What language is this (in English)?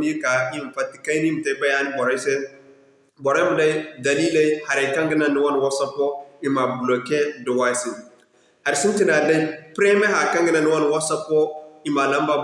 Zarma